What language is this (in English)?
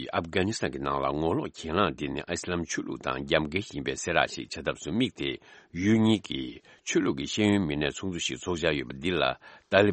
Tibetan